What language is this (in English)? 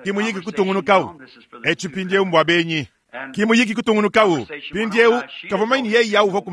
Luba-Lulua